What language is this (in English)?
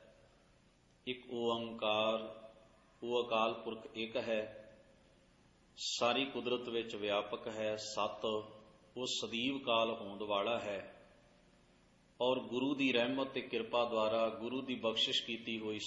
Punjabi